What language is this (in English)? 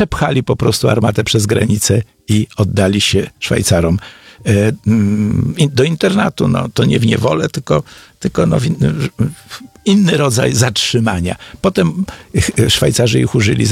Polish